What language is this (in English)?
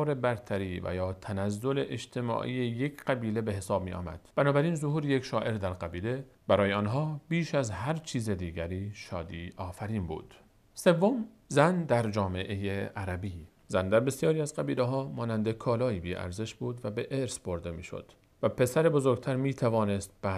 Persian